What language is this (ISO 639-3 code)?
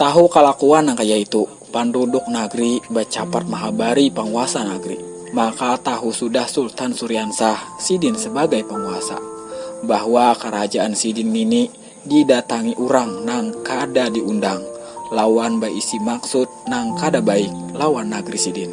bjn